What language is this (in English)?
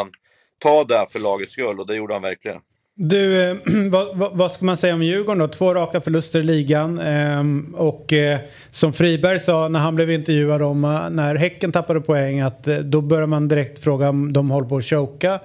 Swedish